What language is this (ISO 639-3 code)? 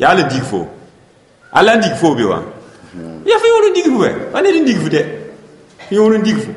mos